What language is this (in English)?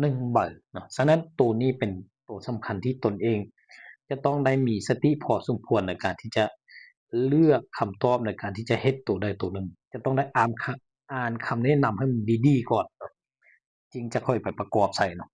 Lao